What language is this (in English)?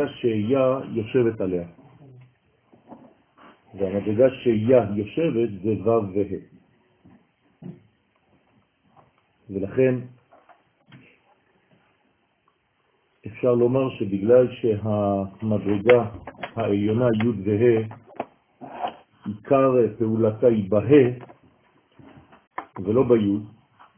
Hebrew